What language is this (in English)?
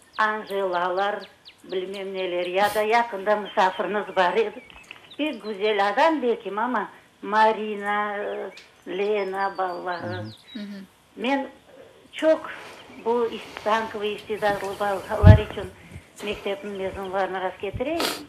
Crimean Tatar